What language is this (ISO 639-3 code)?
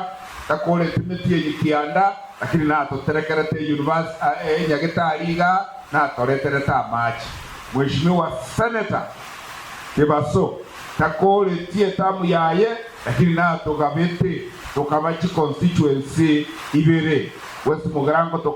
guz